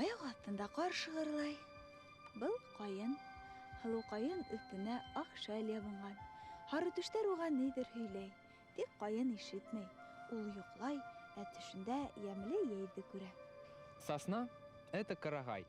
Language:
Bashkir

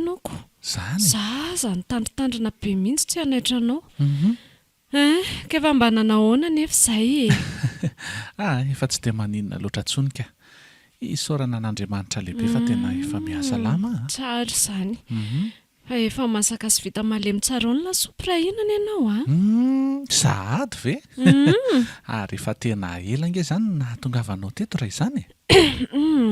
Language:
Malagasy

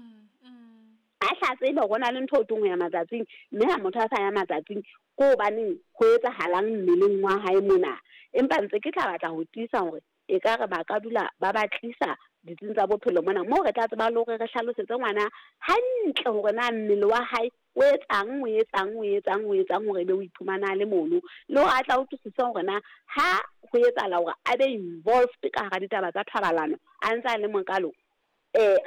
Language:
Southern Sotho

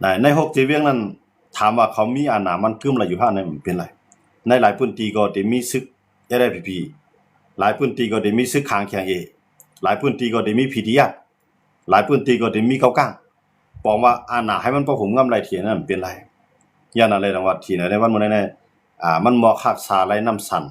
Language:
Shan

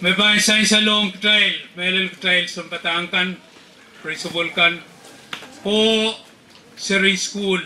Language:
Pohnpeian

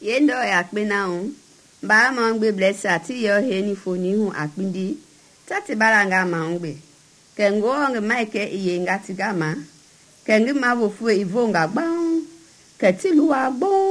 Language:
Mende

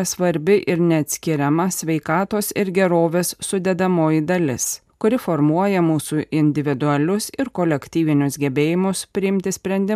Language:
Lithuanian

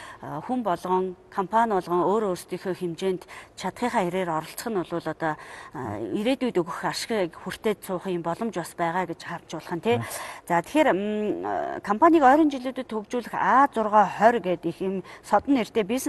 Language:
Mongolian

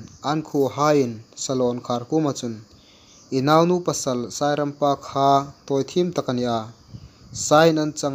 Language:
Hmar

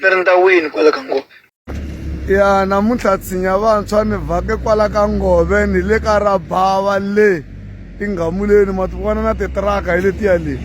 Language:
Tsonga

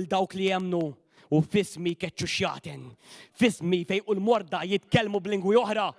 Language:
Maltese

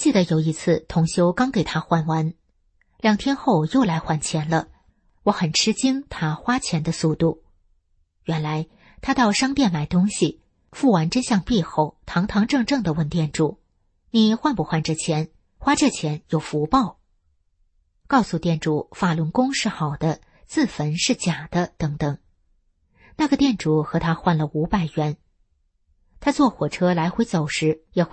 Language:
Chinese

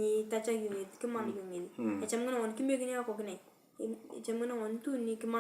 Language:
Turkana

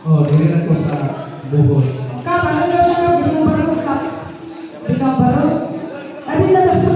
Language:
Cebuano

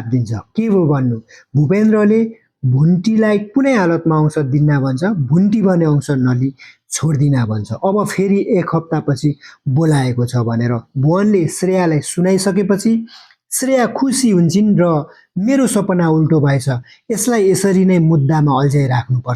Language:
Nepali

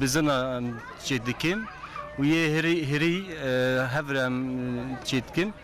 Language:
Kurdish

